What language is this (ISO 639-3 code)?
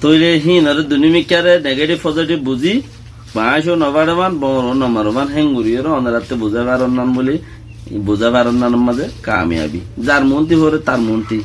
rhg